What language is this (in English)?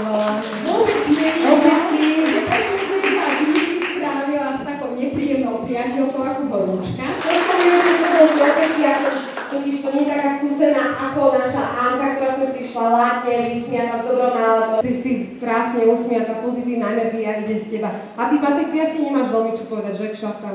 Slovak